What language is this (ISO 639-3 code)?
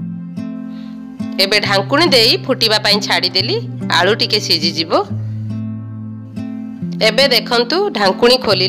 ori